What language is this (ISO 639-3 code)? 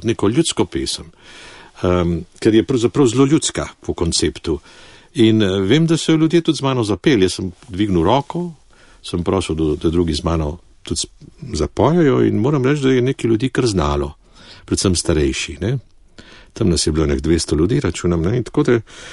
slv